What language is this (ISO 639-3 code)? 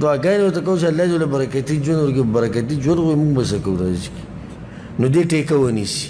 pus